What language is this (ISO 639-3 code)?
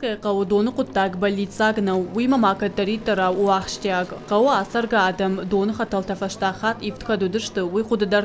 oss